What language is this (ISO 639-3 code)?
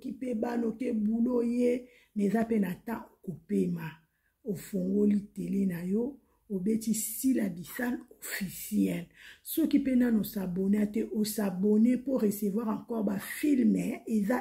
lin